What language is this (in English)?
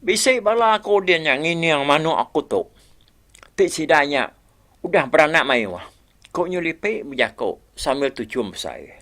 Iban